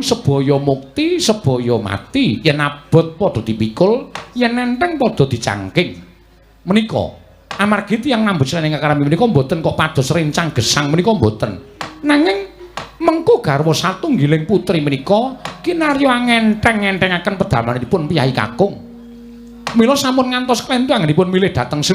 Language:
Javanese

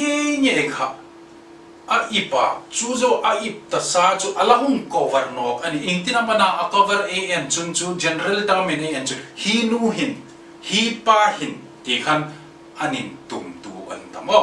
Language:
Hmar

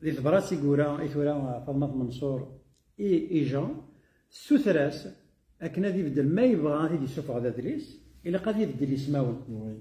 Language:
Kabyle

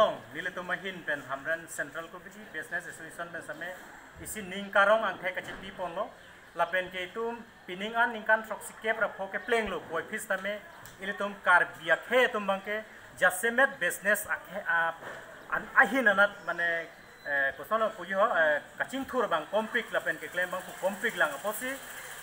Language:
Karbi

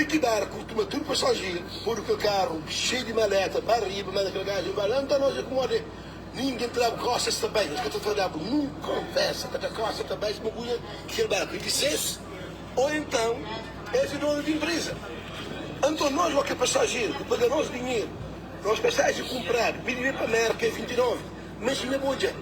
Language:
Kabuverdianu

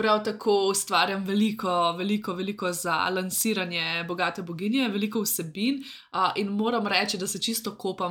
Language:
Slovenian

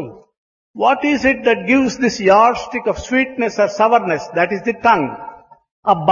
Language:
Telugu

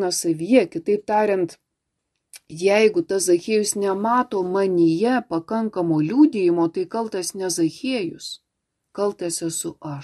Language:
Lithuanian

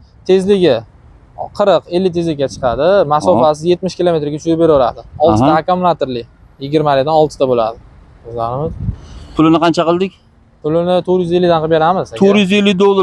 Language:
Uzbek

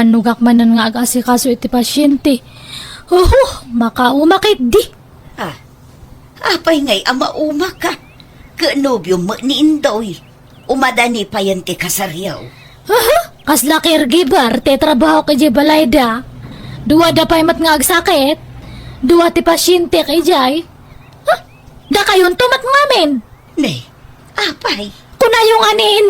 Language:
Iloko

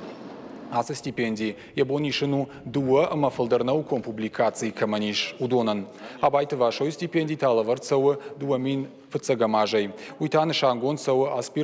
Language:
Ossetic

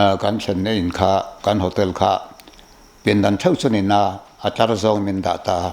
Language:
Mizo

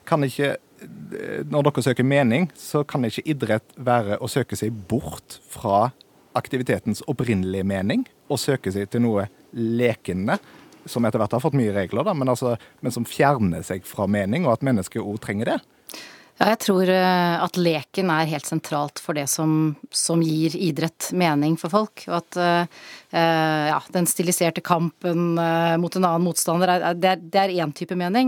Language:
Norwegian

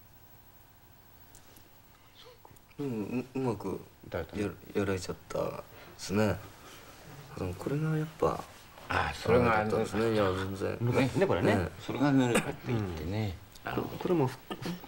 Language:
Japanese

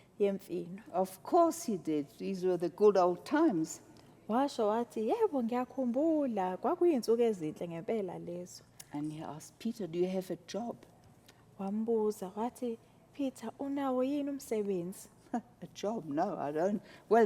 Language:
Zulu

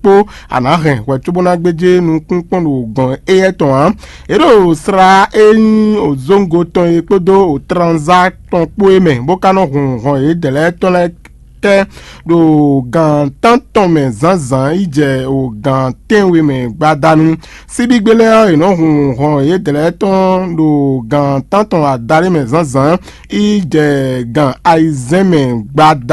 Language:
Fon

